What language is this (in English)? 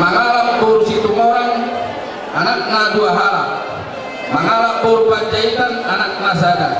Batak Toba